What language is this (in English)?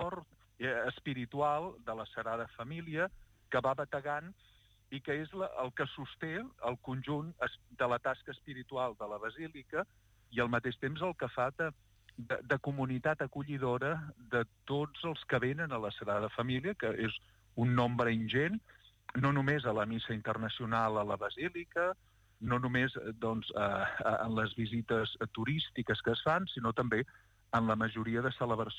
Catalan